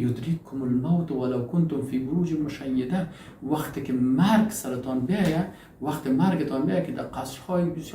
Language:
Persian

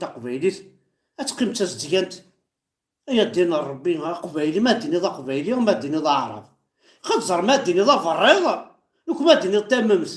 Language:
Kabyle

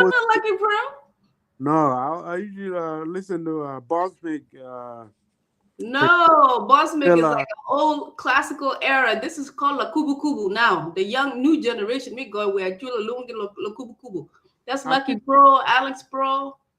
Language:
Acoli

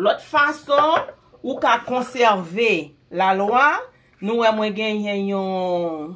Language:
Haitian Creole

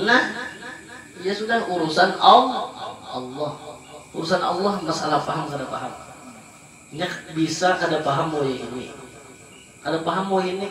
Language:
Banjar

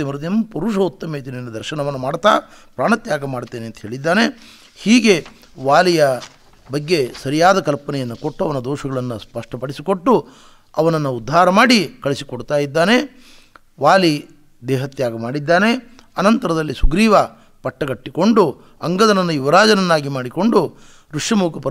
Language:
Kannada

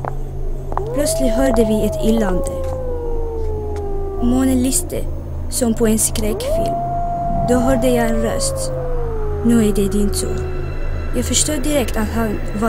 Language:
Swedish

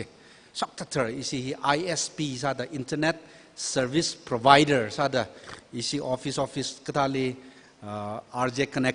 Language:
Tangkhul Naga (India)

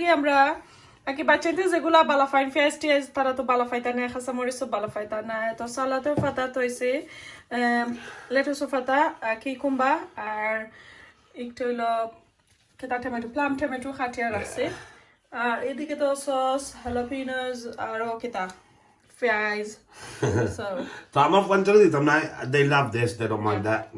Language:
Sylheti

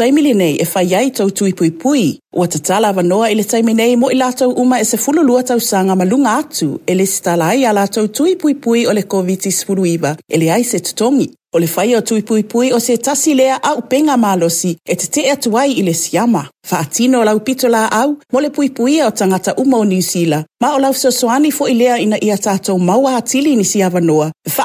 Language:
Samoan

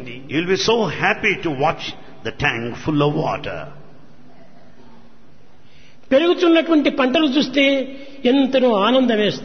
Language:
Telugu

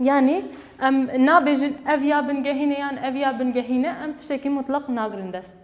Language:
Kurdish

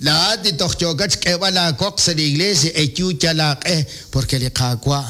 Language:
Kekchí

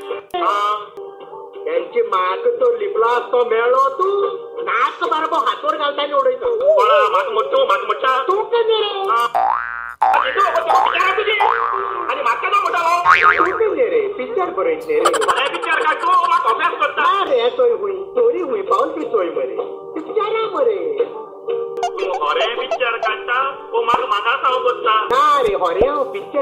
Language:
Konkani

